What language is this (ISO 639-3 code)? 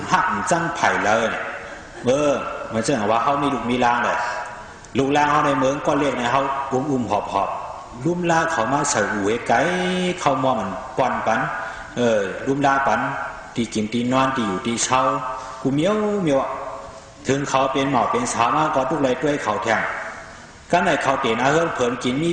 shn